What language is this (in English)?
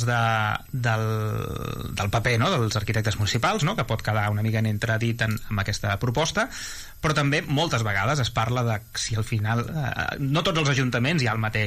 Catalan